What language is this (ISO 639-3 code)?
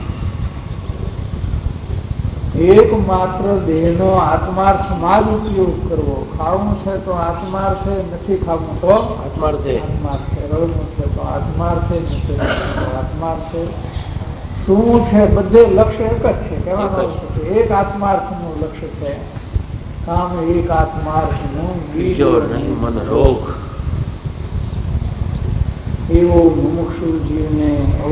guj